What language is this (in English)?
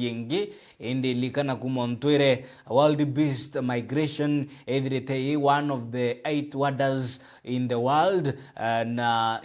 Meru